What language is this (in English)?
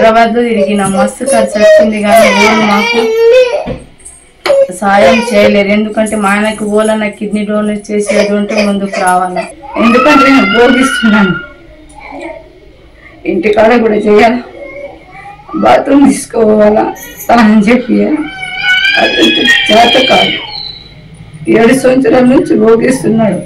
Telugu